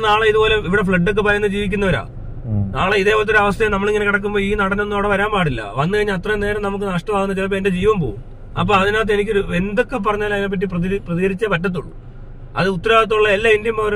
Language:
Malayalam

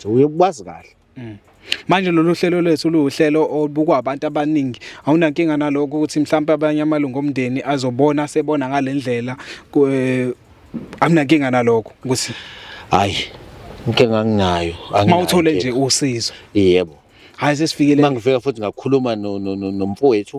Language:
Zulu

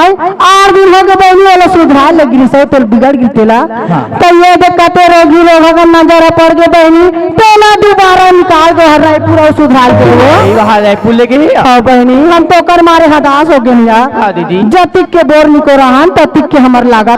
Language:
Chhattisgarhi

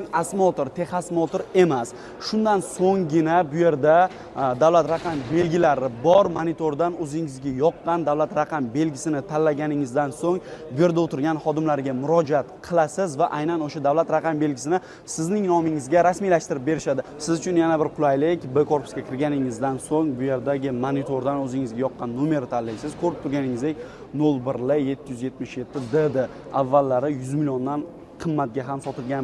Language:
Uzbek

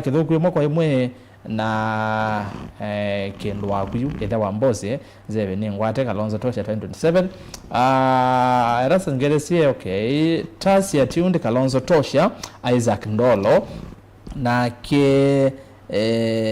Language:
Kamba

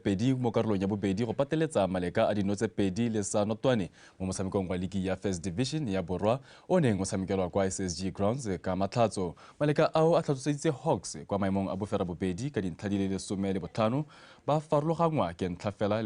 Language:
Tswana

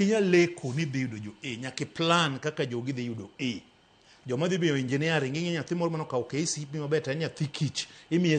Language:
Luo (Kenya and Tanzania)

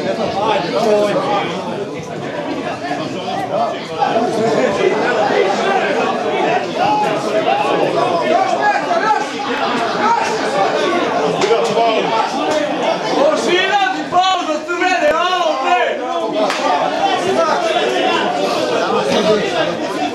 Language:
Serbian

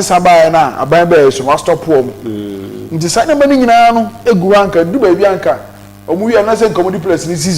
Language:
Akan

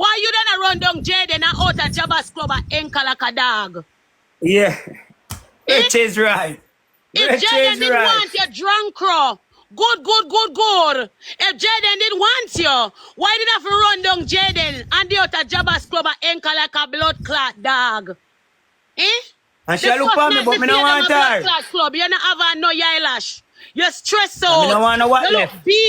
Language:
Jamaican Creole English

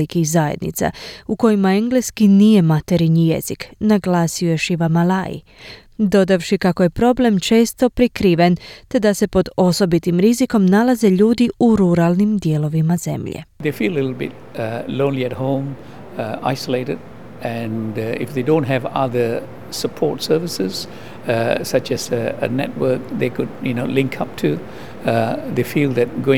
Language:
Croatian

